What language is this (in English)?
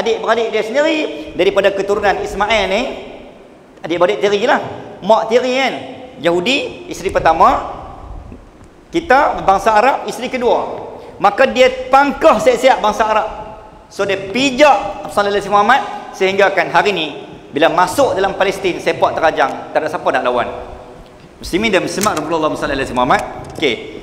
Malay